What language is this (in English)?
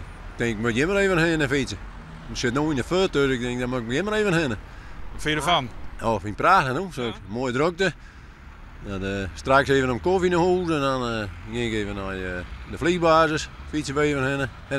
Western Frisian